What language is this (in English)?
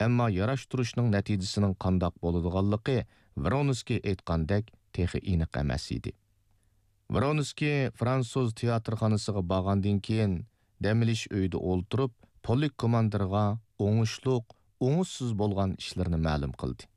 Uyghur